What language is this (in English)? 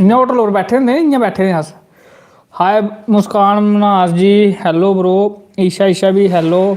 Dogri